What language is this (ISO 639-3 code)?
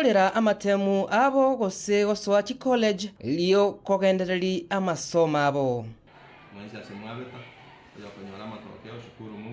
guz